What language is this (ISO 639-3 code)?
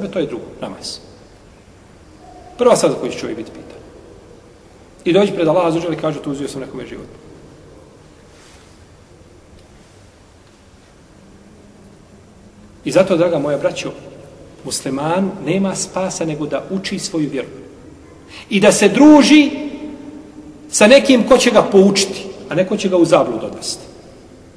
bos